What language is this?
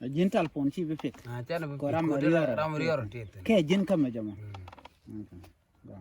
Nuer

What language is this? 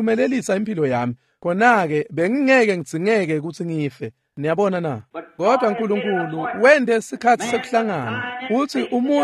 Swati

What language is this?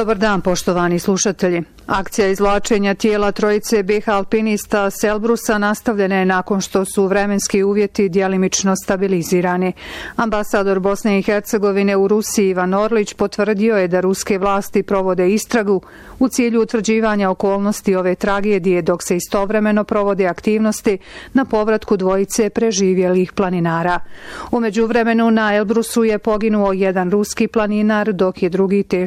Bosnian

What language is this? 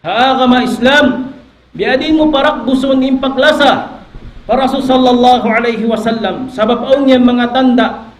Tausug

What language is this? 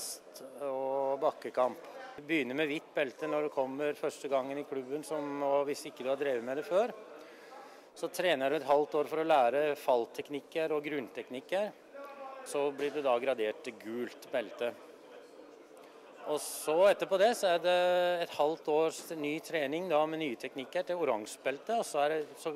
Norwegian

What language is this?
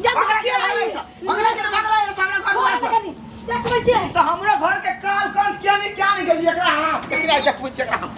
Maithili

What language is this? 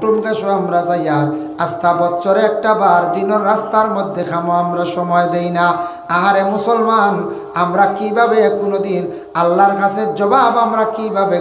Sylheti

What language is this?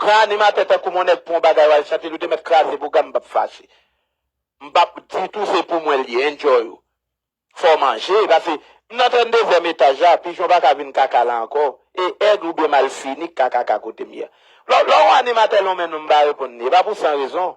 Haitian Creole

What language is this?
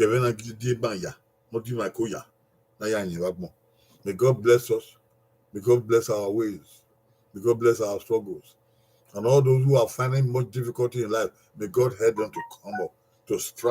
Bini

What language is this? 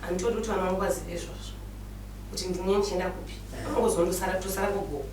Shona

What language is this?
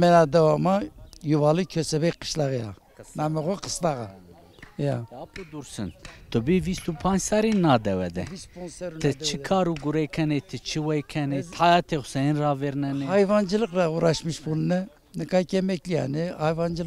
Zaza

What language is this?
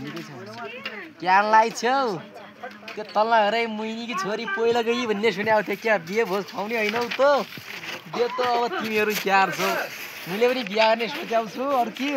Nepali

